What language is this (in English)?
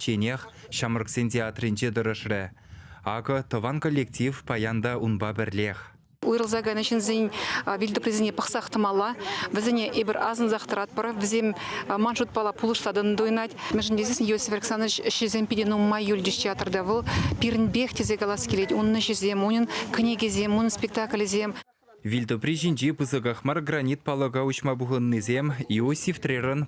Chuvash